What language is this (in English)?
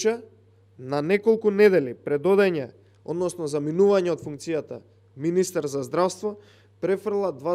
Macedonian